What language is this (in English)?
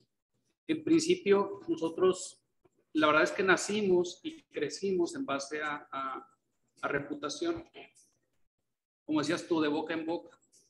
Spanish